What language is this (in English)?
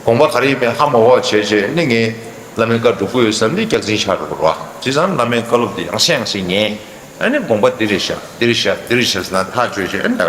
Tibetan